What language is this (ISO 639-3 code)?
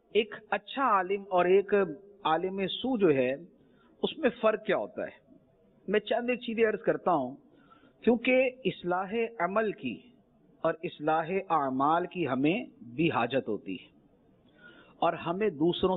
urd